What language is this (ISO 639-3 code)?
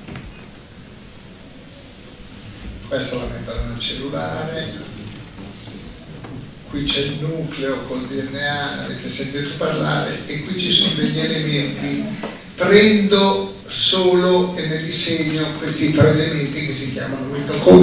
ita